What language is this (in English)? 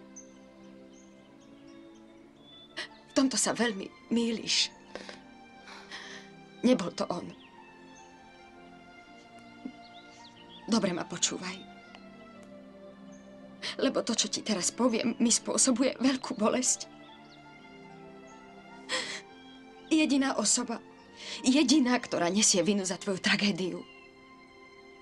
Slovak